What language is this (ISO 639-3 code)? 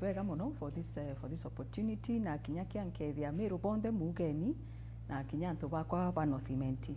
mer